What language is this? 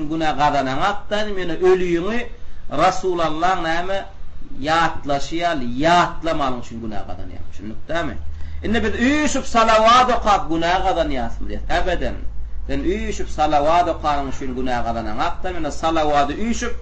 Turkmen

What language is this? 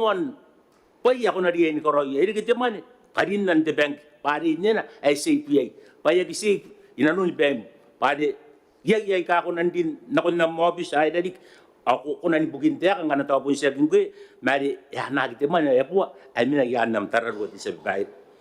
Gilbertese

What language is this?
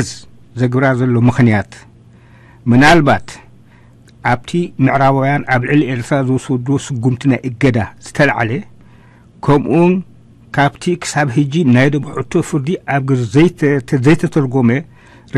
Tigrinya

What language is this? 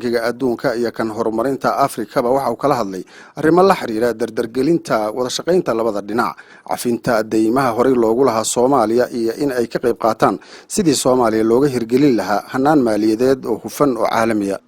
Somali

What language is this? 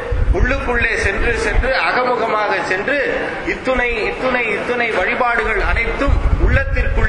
Tamil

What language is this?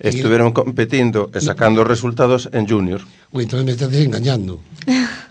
Galician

